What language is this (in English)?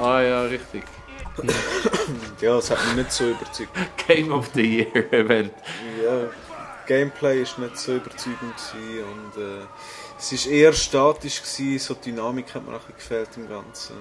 Swiss German